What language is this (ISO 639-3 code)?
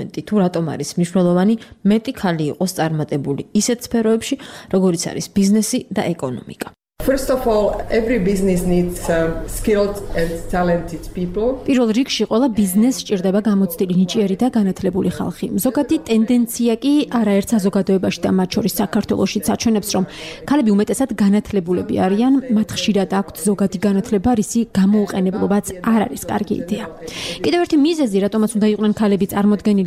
kat